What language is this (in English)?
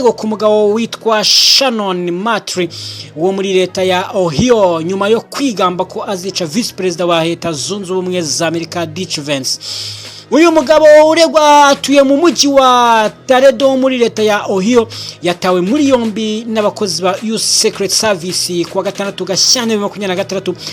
Kinyarwanda